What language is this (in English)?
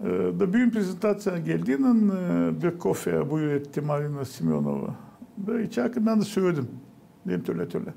Gagauz